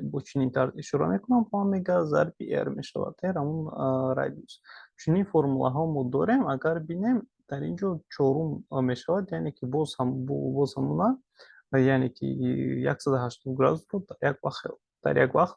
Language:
Tajik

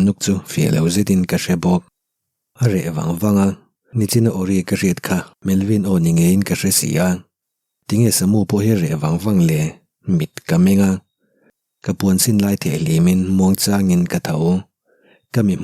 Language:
Mizo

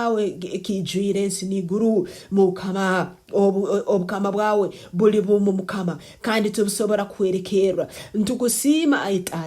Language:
Nyankole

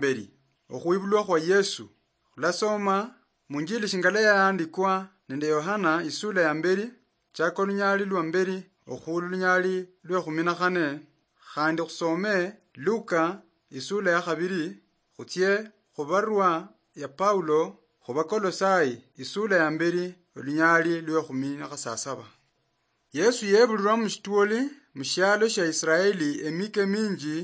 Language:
Luyia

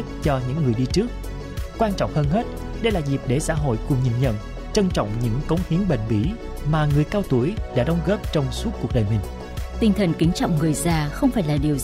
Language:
Vietnamese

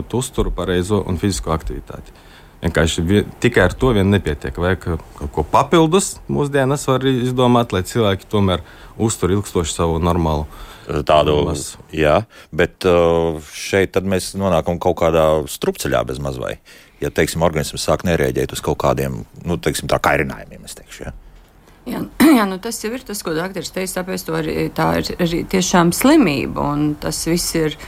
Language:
Latvian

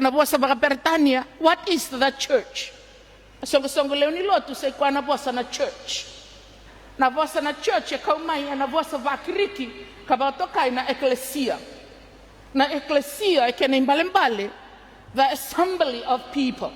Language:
Fijian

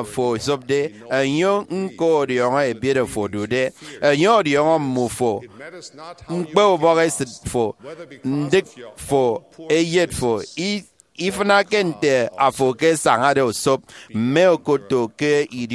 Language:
Efik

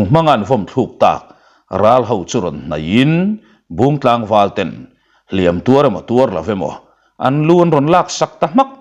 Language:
Mizo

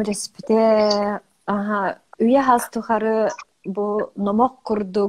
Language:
Yakut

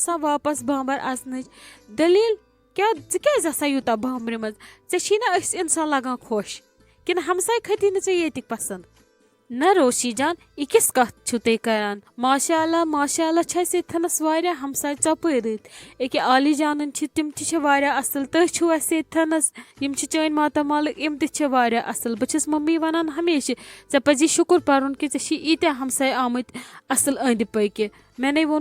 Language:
Kashmiri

